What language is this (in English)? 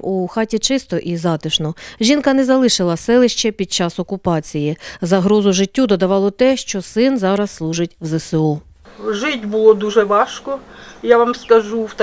Ukrainian